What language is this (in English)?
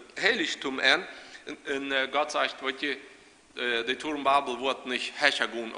Plautdietsch